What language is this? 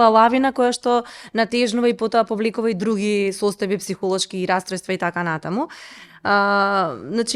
Macedonian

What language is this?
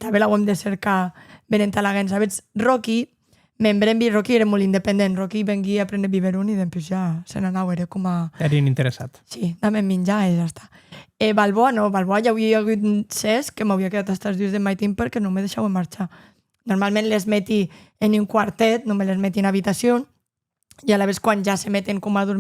Occitan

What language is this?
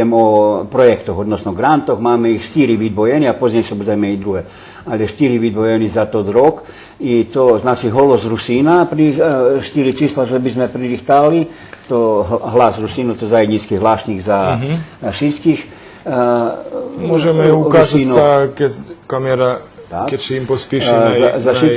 Rusyn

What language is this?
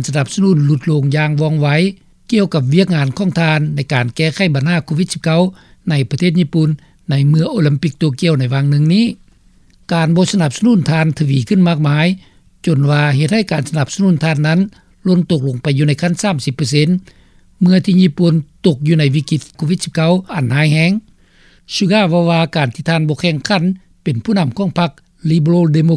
Lao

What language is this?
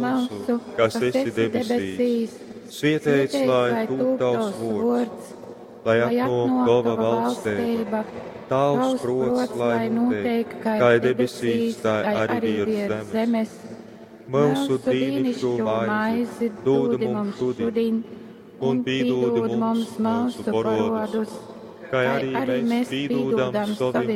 Latgalian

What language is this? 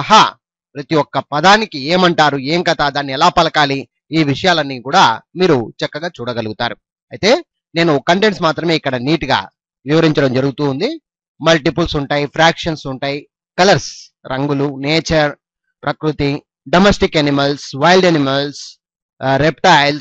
Telugu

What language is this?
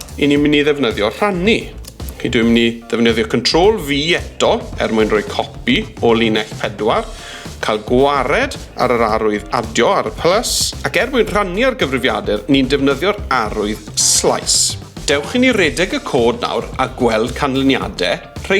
Welsh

